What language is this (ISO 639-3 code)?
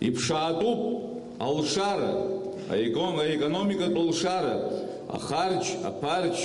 abk